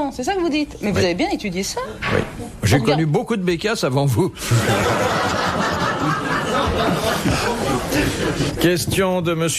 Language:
French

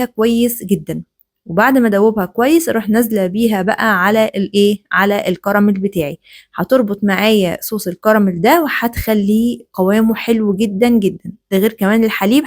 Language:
Egyptian Arabic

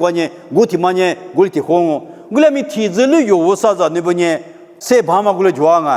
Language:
Lisu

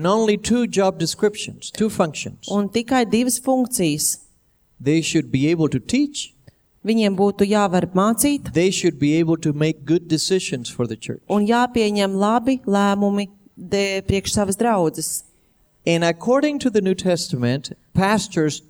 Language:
Latvian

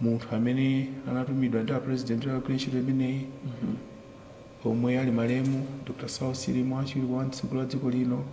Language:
Nyanja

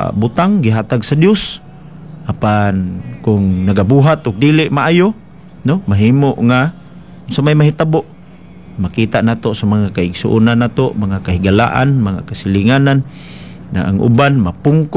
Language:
Cebuano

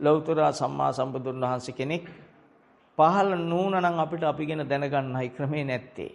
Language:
Sinhala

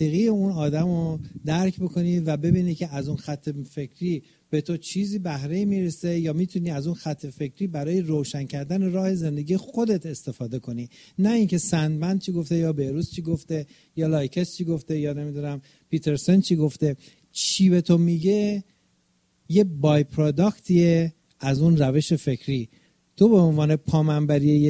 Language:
Persian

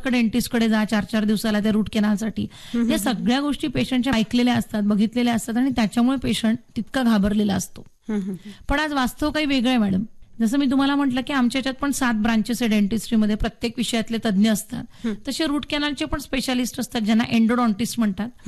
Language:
Marathi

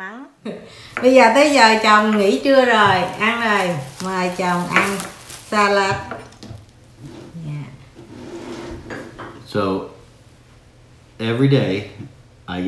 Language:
Vietnamese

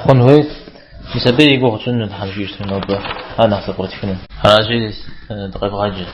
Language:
Kabardian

